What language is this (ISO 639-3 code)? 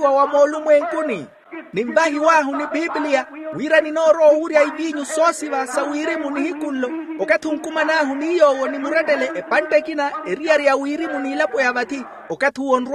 vmw